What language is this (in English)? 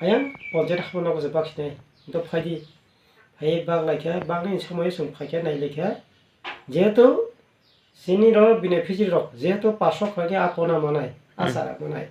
Kok Borok